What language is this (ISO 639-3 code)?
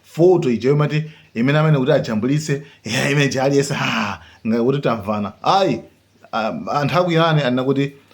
nya